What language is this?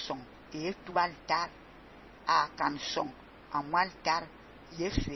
Fang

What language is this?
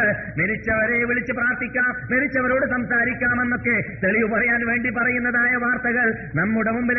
Malayalam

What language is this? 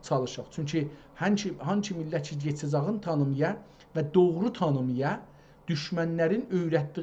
South Azerbaijani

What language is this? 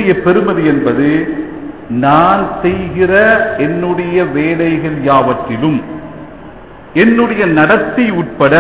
Tamil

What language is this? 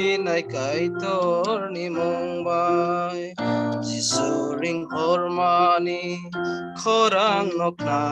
Kok Borok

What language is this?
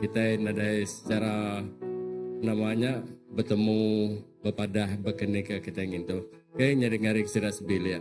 Iban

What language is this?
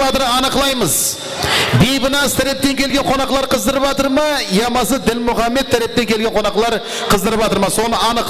Kara-Kalpak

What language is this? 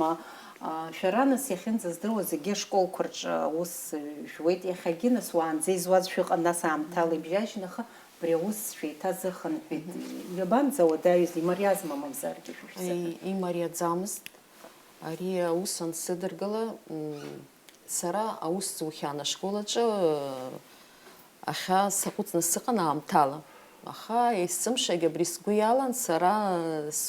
Abkhazian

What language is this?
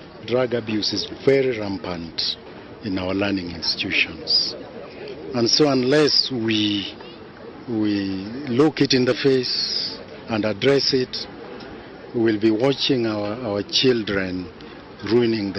Kikuyu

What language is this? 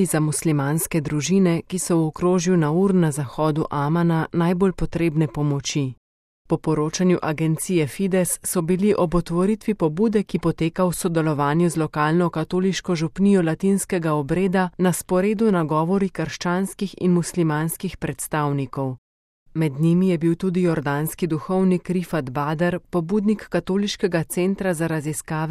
Slovenian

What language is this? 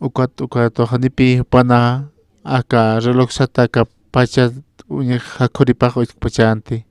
Aymara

